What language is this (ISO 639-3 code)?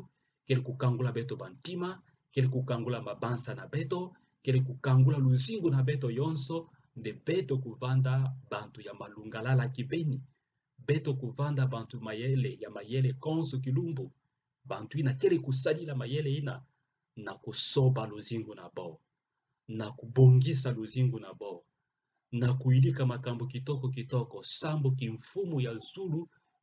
ktu